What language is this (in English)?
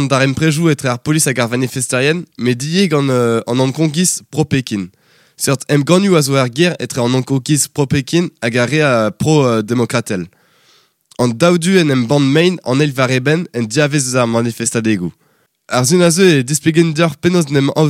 Breton